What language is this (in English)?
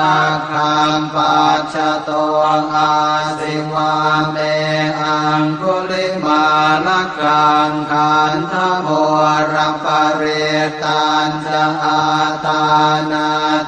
Pali